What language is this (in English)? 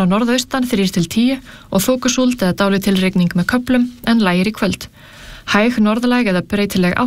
Icelandic